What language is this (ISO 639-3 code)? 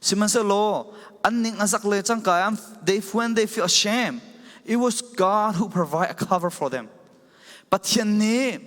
cfm